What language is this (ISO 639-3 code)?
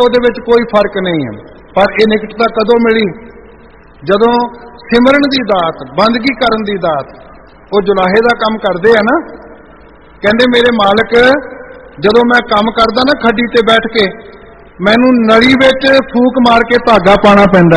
pan